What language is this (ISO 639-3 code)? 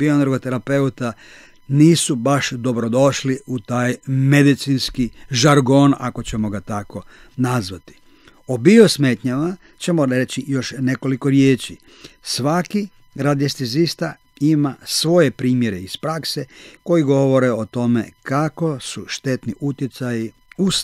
hrv